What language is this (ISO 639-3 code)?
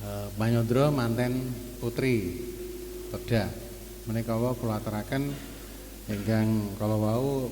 jav